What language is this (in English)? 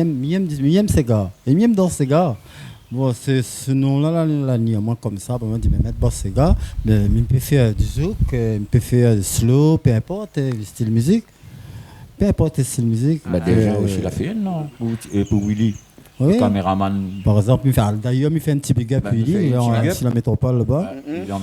Réunion Creole French